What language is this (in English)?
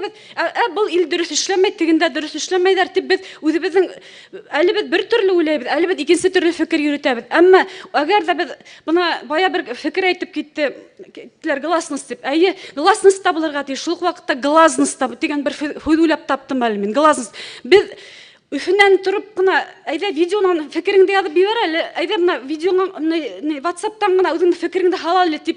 Bashkir